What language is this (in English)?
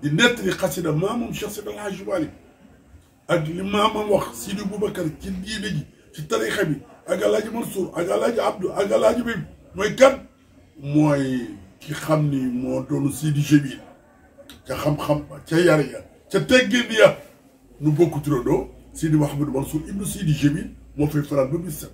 Wolof